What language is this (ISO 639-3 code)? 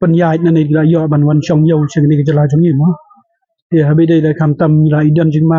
kha